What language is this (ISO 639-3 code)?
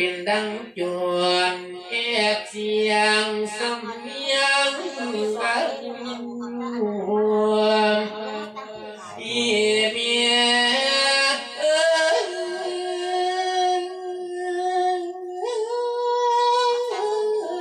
tha